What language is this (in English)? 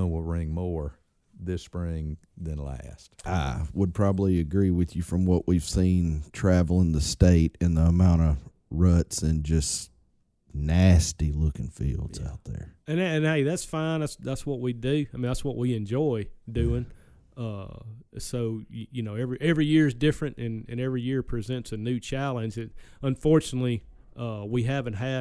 English